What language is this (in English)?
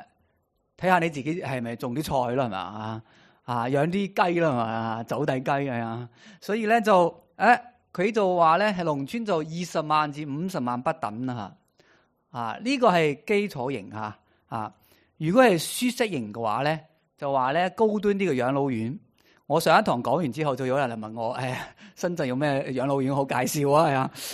Cantonese